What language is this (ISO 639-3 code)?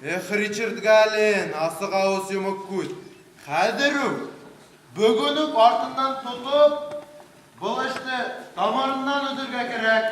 bak